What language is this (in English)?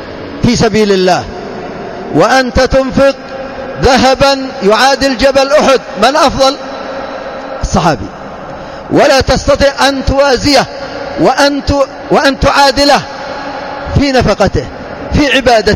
Arabic